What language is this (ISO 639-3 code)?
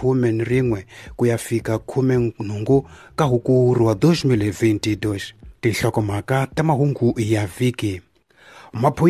tso